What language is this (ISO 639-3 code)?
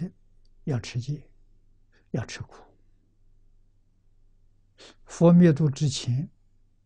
zho